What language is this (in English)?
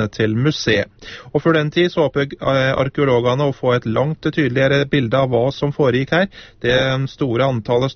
Norwegian